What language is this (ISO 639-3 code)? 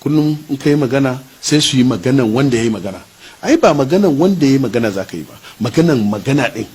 hau